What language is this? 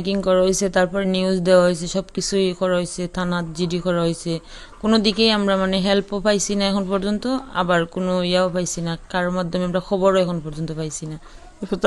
Sylheti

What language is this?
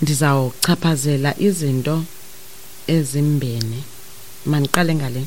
Xhosa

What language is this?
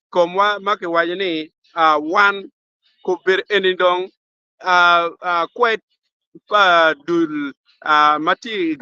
Acoli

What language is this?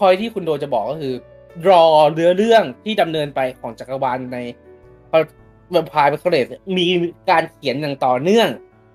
Thai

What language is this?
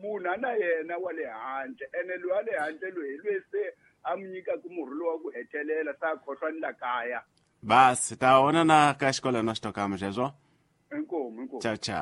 Tsonga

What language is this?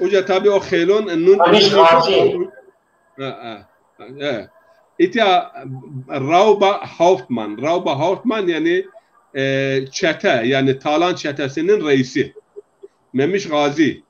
Zaza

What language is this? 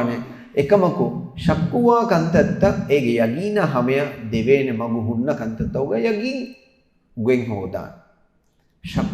Divehi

